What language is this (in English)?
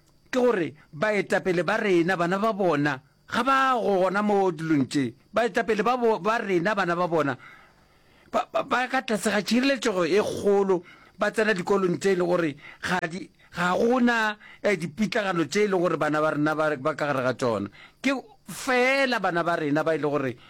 Northern Sotho